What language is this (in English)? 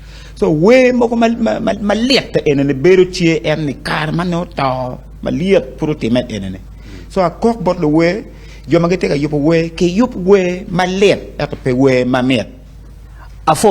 Acoli